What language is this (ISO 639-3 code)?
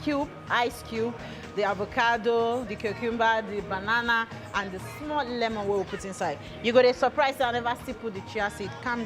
pcm